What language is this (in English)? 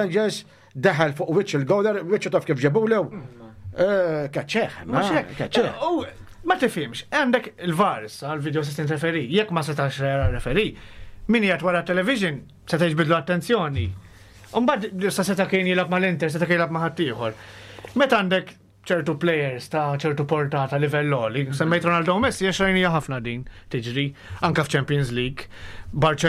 Maltese